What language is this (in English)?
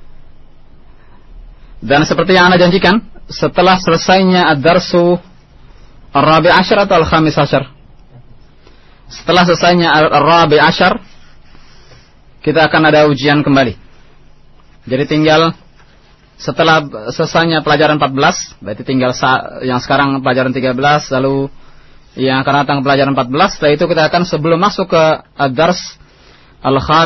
Indonesian